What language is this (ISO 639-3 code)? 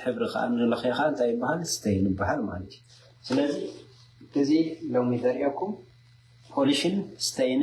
tir